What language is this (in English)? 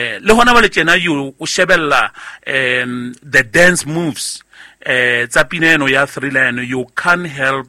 Southern Sotho